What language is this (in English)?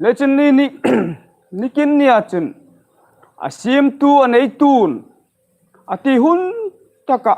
Hmar